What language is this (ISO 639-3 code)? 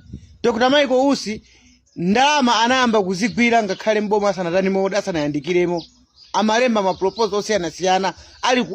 nya